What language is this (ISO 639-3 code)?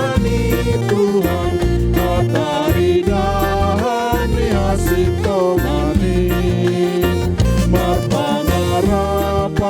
bts